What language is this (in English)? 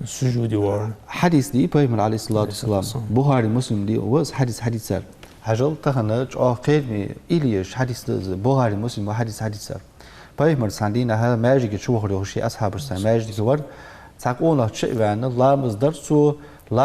Ingush